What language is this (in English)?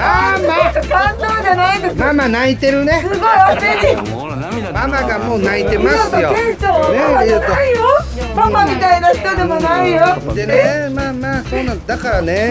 Japanese